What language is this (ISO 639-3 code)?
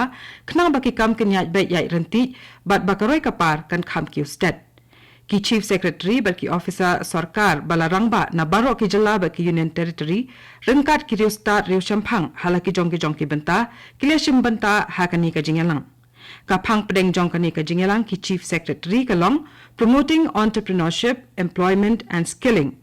kha